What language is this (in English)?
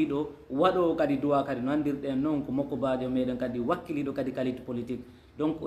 Fula